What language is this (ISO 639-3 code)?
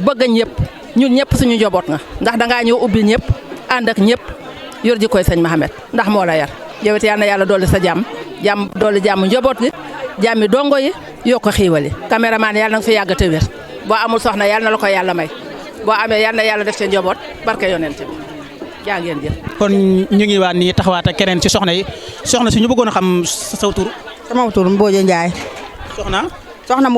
wol